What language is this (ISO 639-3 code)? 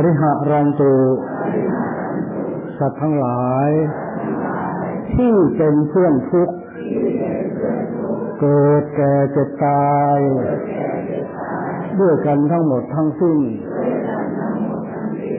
tha